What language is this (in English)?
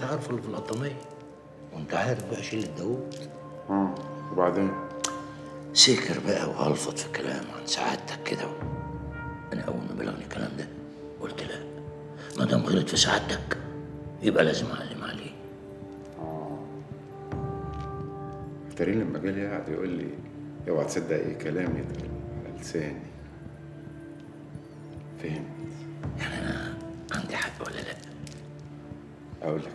Egyptian Arabic